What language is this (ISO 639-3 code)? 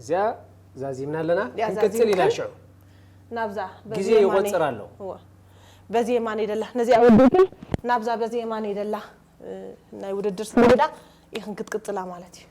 tir